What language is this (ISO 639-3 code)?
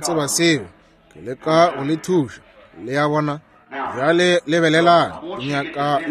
nso